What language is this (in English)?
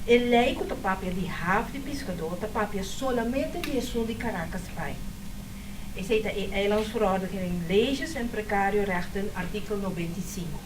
Papiamento